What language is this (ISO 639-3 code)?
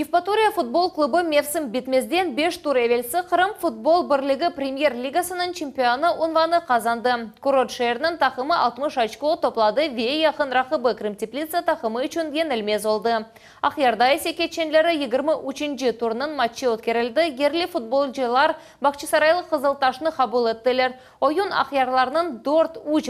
crh